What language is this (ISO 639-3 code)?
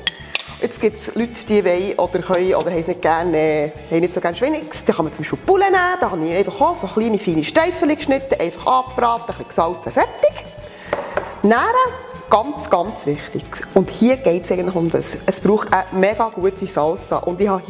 gsw